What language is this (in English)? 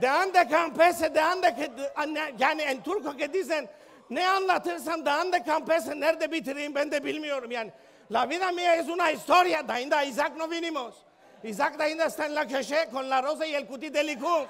Ladino